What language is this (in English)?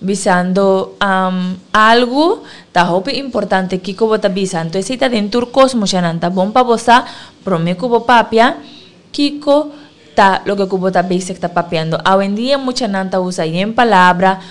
Papiamento